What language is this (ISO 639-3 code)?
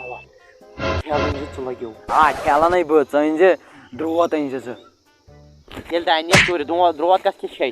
kas